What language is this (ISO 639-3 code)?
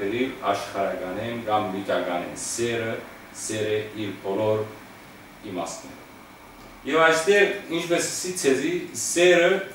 hyw